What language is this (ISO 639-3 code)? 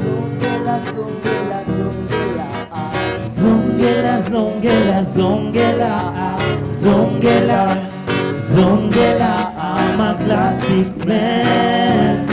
mer